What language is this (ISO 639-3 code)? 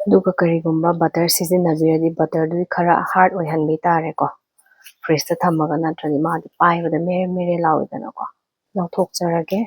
mni